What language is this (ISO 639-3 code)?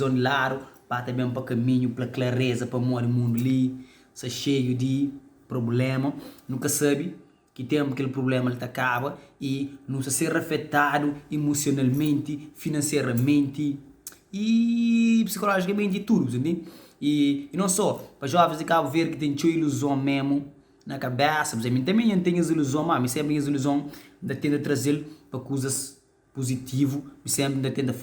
kea